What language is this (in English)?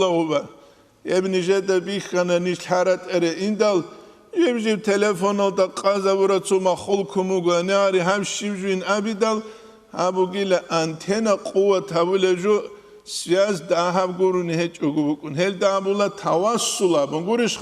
Avaric